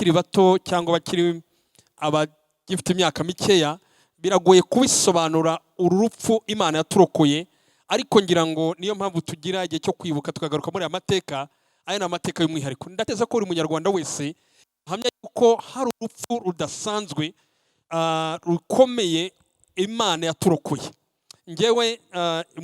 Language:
Kinyarwanda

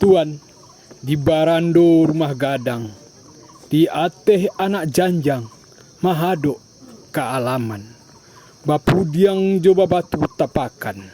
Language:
Minangkabau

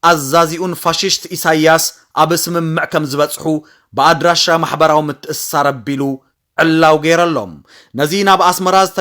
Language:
Tigrinya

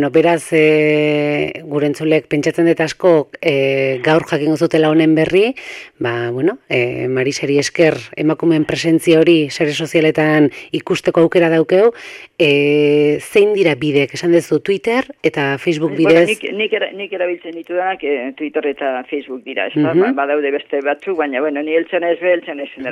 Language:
Basque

